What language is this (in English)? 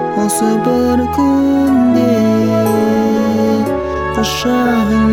Kazakh